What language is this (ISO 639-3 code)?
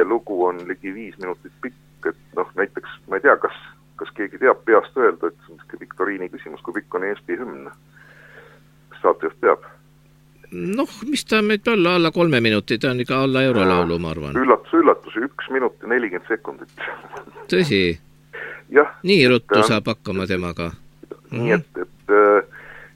est